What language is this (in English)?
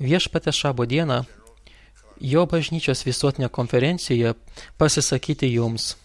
Lithuanian